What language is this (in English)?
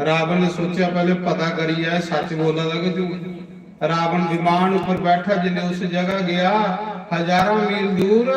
Dogri